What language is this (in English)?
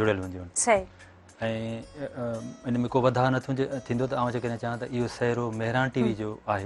Sindhi